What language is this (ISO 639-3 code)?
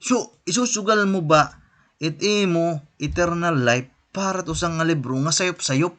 war